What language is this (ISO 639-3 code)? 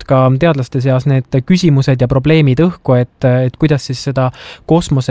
est